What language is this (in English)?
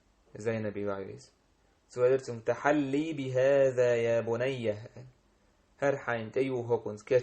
Chechen